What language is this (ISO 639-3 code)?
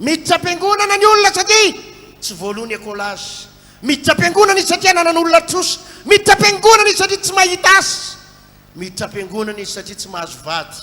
mlg